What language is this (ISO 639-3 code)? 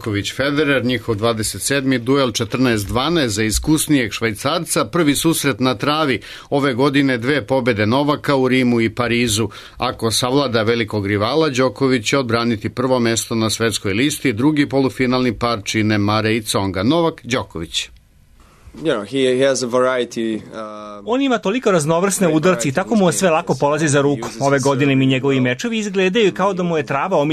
srp